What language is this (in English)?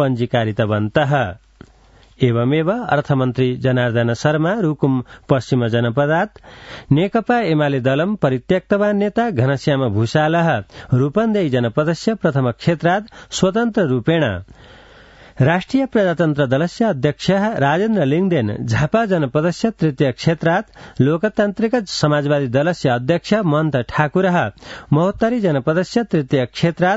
Sanskrit